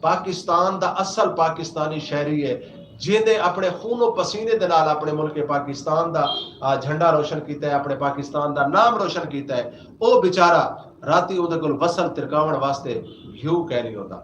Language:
Saraiki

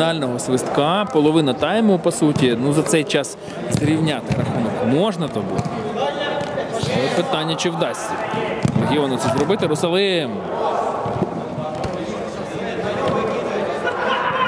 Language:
Ukrainian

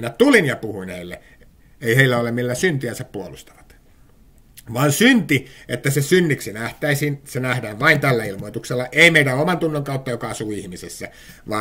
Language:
Finnish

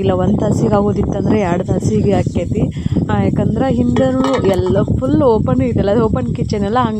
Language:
Kannada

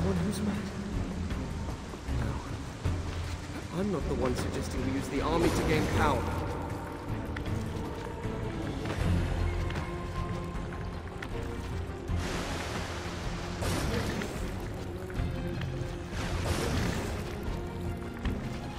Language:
English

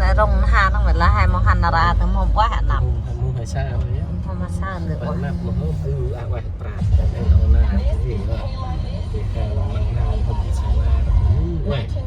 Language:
Central Mnong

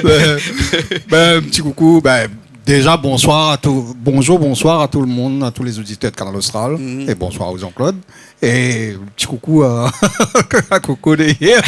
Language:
Réunion Creole French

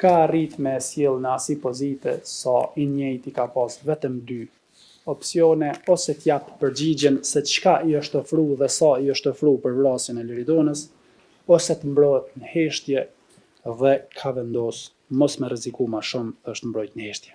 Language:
Albanian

